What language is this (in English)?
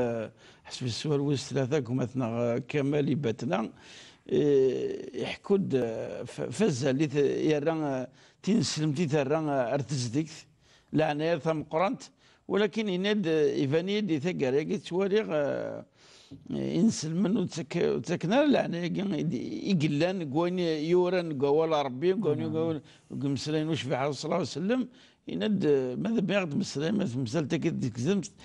Kabyle